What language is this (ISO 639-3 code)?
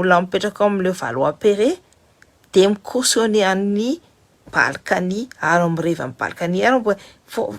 mlg